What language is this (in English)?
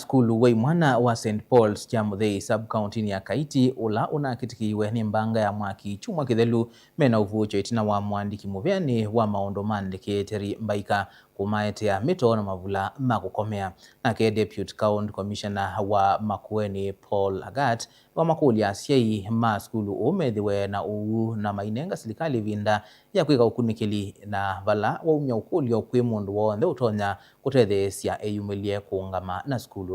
Kamba